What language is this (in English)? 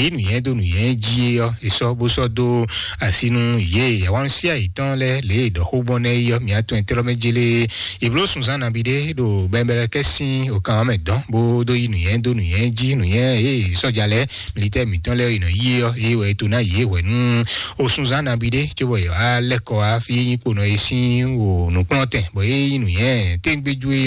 Fon